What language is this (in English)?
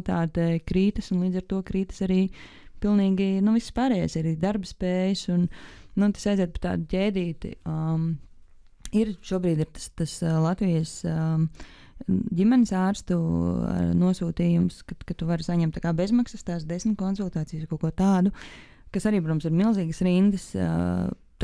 Latvian